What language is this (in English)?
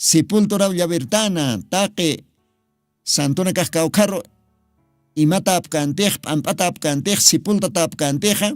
Aymara